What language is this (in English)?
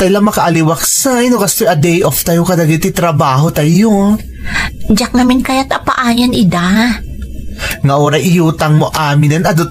Iloko